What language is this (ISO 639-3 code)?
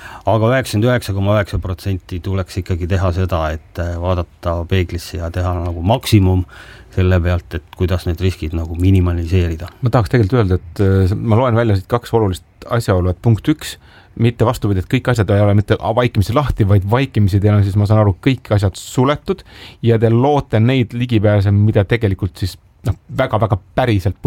est